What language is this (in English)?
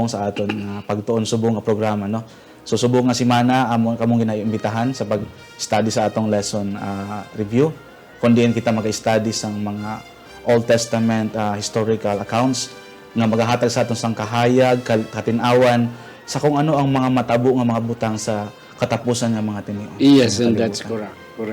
Hiligaynon